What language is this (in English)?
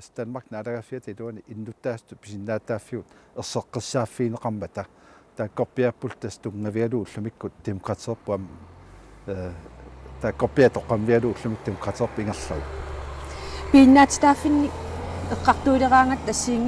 Kalaallisut